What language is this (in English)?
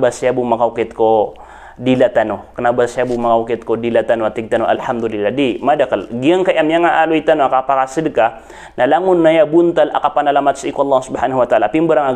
Maranao